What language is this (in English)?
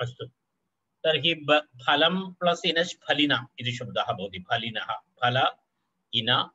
Sanskrit